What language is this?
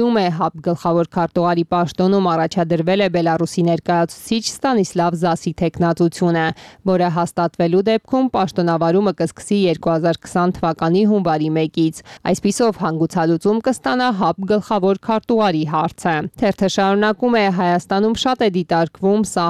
Armenian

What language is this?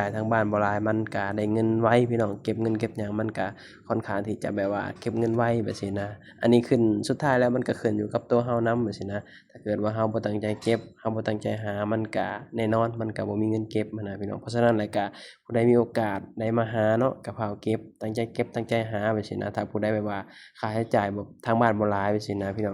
Lao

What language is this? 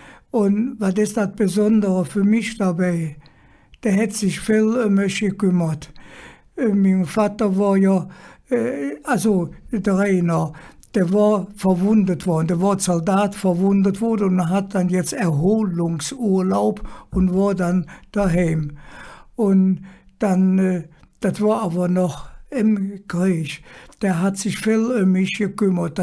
Colognian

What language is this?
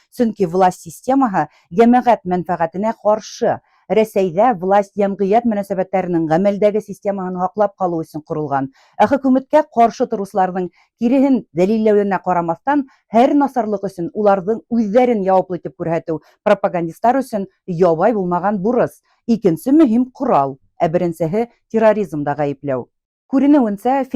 Bashkir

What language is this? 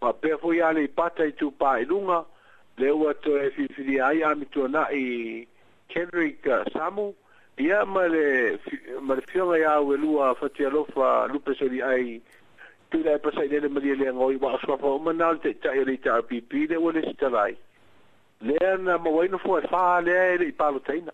Samoan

